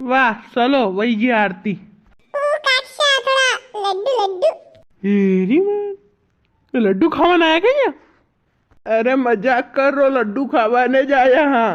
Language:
Rajasthani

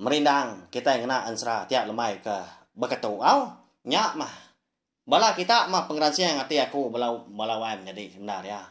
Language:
Iban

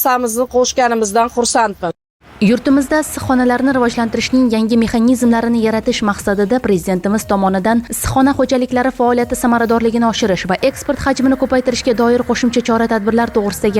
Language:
Uzbek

